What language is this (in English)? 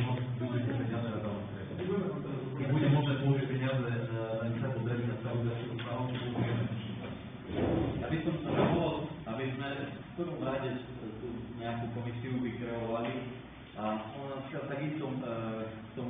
Slovak